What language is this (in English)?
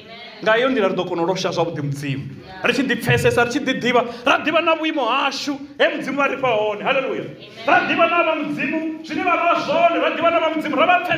Venda